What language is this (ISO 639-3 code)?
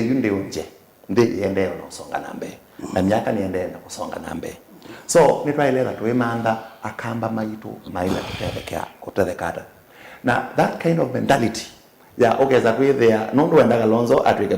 kam